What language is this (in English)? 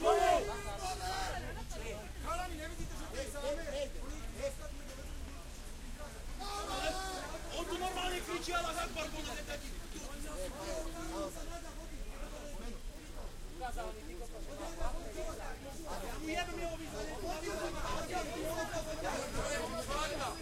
Slovak